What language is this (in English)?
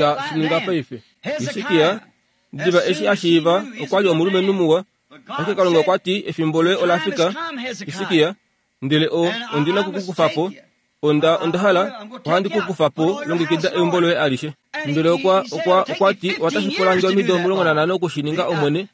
Kuanyama